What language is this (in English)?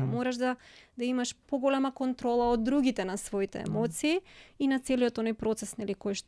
Macedonian